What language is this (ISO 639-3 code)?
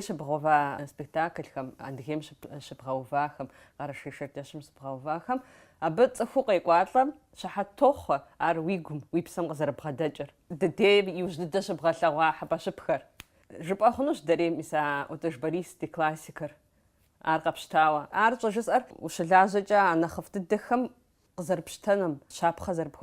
kbd